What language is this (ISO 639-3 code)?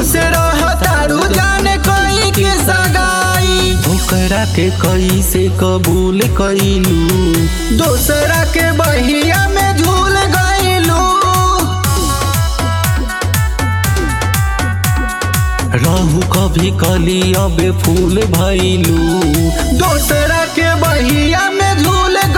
bho